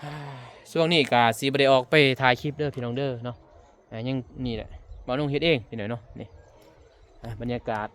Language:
Lao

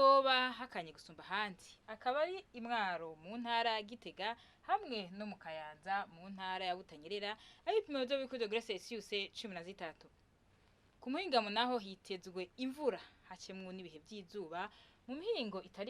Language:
Rundi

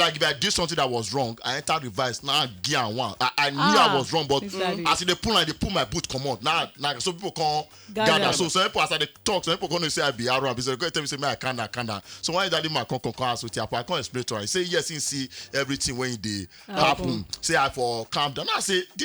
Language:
Nigerian Pidgin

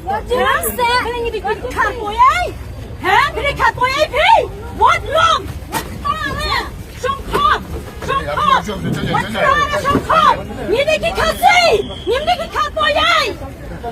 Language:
Khasi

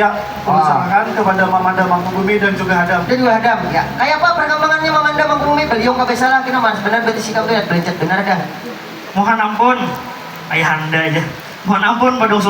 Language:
Banjar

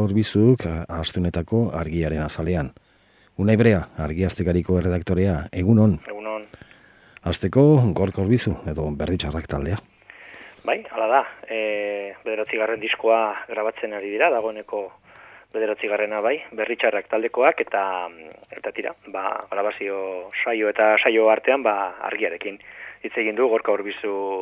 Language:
Basque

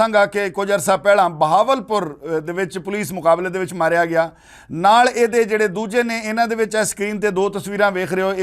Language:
Western Panjabi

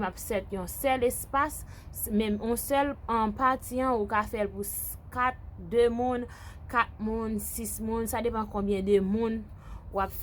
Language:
Haitian Creole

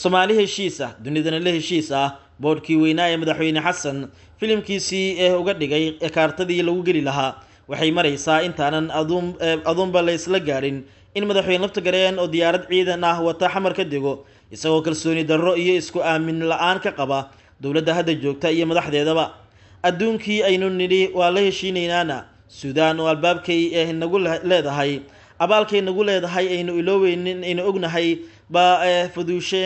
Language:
Somali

